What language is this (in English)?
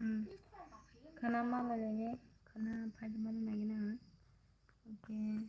Kok Borok